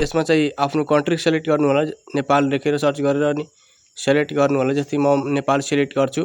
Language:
Nepali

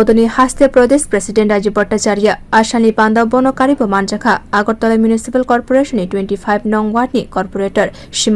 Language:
Kok Borok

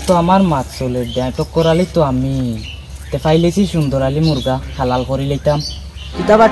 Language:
Sylheti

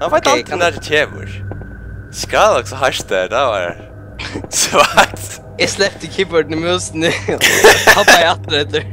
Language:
Faroese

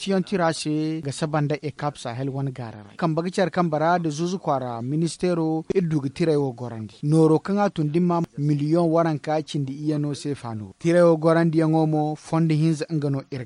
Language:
Zarma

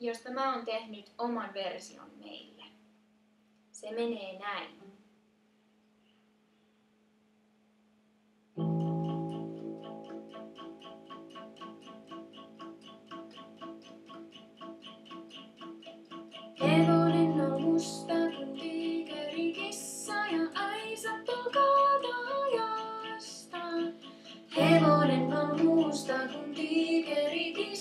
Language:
Finnish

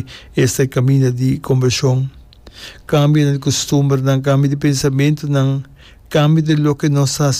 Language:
Papiamento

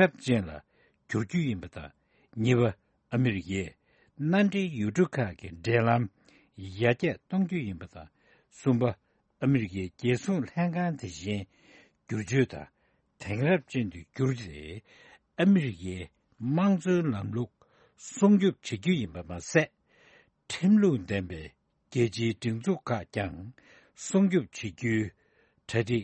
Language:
Tibetan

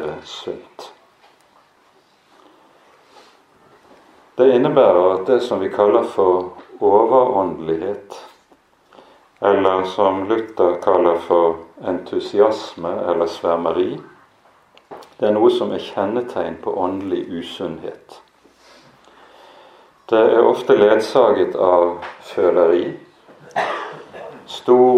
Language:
Norwegian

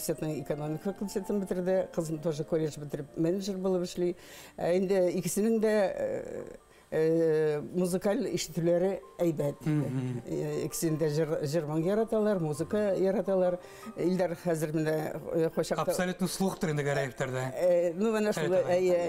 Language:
Bashkir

